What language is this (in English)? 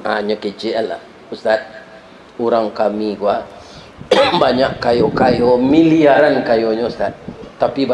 Minangkabau